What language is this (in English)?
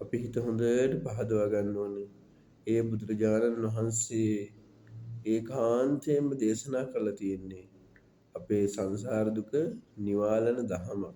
Sinhala